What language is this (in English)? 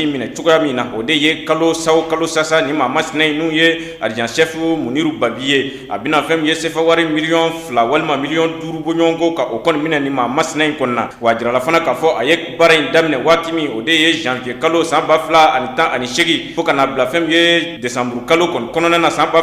Bambara